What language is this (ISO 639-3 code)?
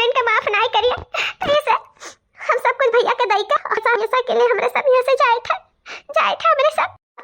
awa